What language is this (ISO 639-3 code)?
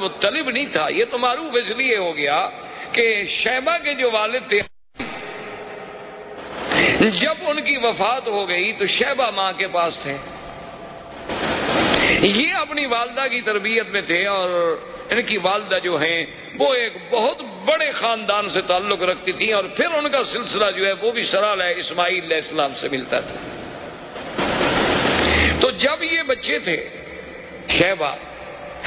urd